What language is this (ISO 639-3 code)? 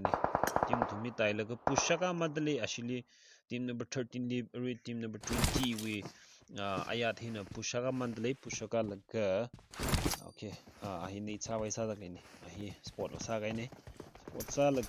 nmf